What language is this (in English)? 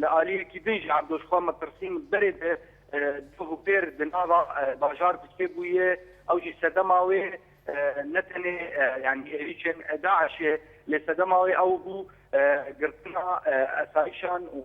Kurdish